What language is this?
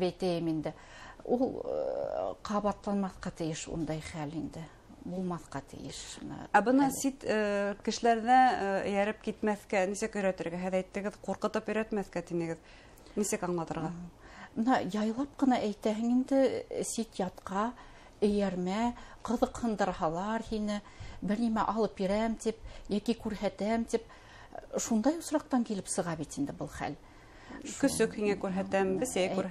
Bashkir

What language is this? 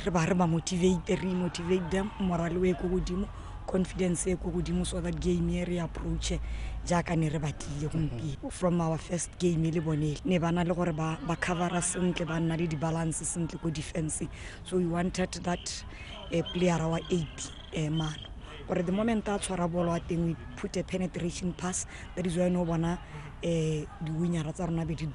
Tswana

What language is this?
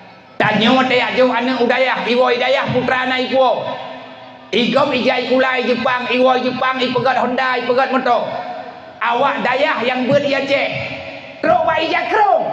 Achinese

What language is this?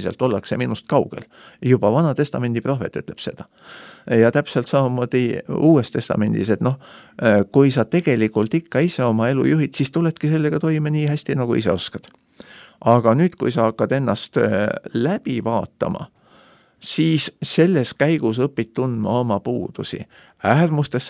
Estonian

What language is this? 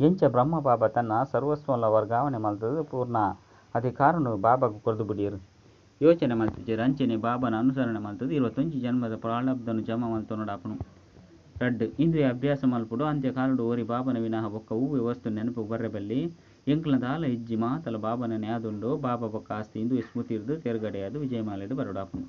Tulu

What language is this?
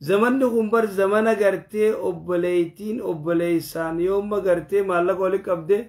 Oromo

